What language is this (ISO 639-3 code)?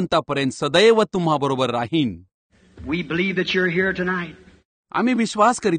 mar